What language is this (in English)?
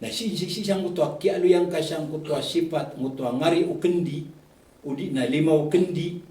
Maranao